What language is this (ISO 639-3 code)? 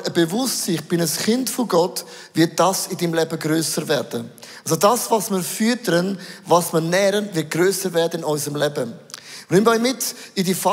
gsw